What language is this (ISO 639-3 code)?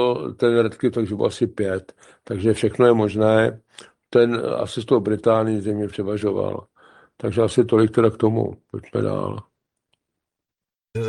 ces